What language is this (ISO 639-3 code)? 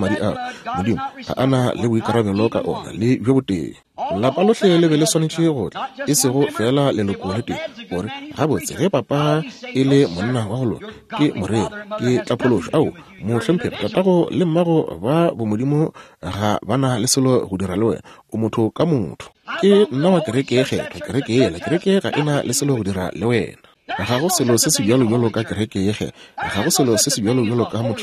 nso